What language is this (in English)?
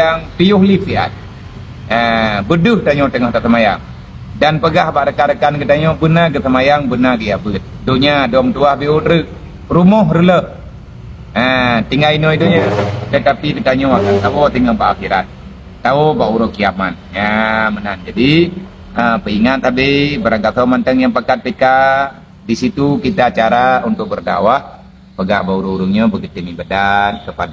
Achinese